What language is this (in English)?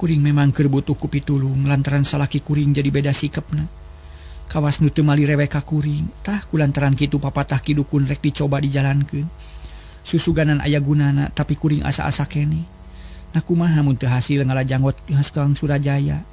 Sundanese